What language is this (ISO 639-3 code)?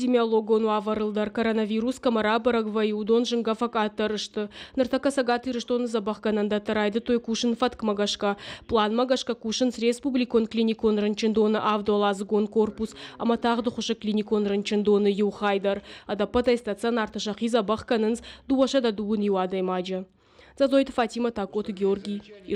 oss